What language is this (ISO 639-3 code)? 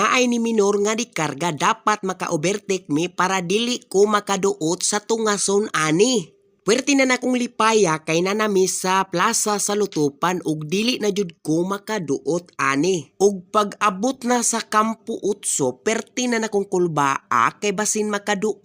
ceb